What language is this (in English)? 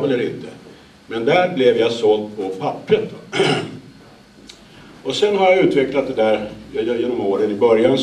Swedish